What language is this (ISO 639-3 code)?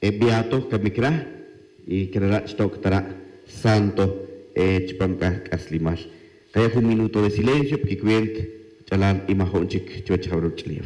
tzj